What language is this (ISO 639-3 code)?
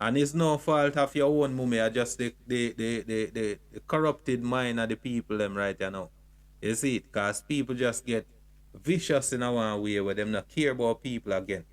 jam